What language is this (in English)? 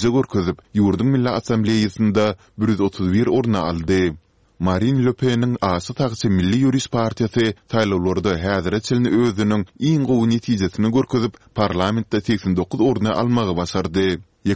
Turkmen